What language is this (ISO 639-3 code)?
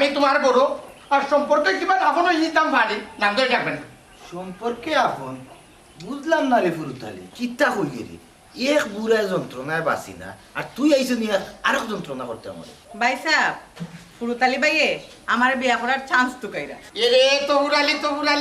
syl